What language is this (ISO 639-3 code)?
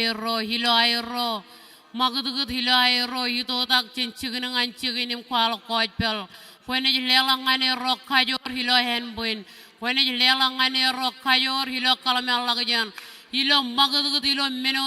mah